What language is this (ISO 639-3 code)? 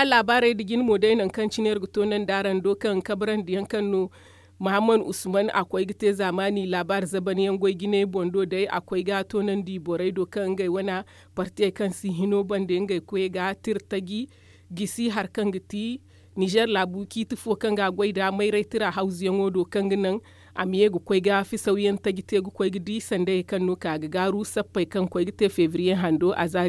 dje